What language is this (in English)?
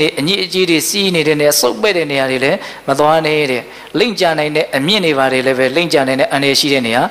Burmese